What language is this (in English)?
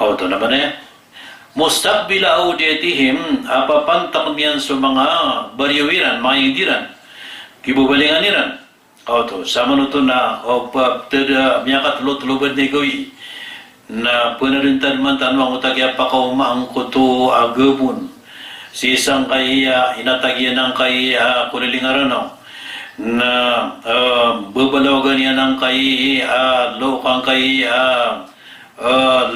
Maranao